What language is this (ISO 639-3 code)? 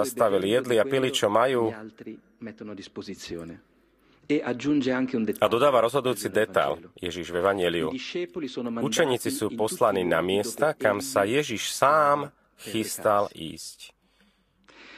slk